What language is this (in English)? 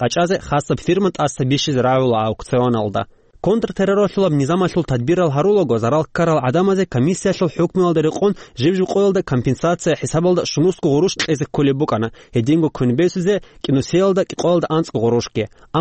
Avaric